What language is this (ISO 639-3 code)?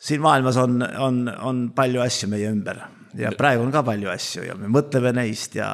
est